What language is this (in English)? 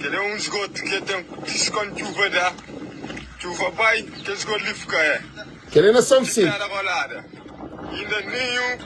Kabuverdianu